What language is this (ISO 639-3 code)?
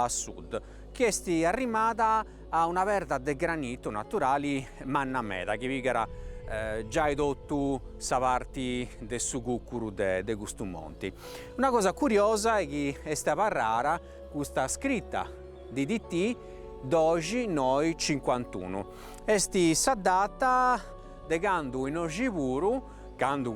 srd